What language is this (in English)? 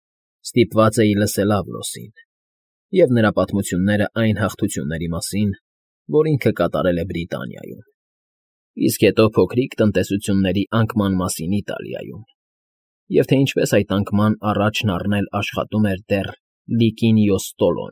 Armenian